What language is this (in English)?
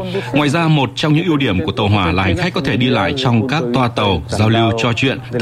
Vietnamese